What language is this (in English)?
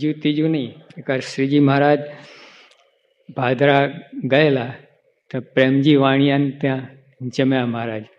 Gujarati